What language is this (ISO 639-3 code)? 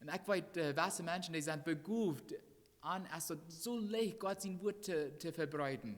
pdt